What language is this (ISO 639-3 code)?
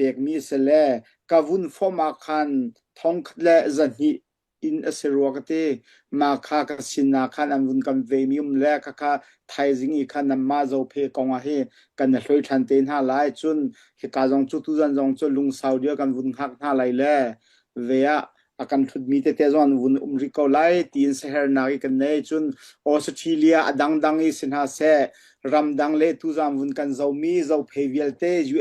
cnh